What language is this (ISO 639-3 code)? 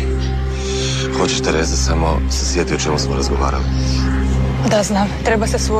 hrv